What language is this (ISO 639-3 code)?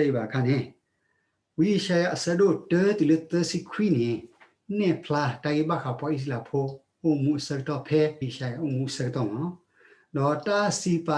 ksw